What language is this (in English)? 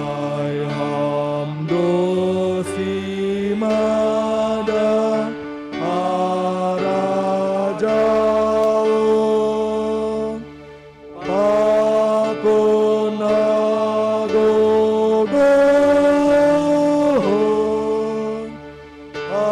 Batak Simalungun